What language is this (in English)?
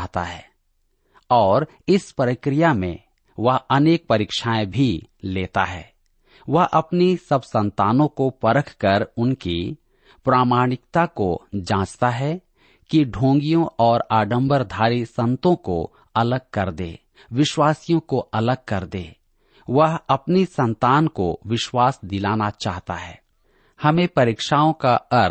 Hindi